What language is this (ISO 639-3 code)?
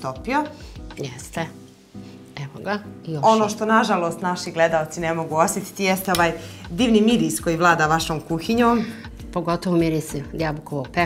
bos